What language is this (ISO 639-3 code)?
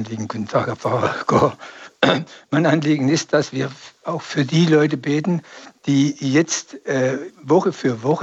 deu